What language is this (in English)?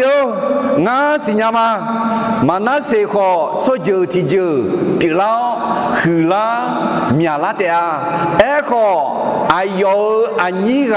Akha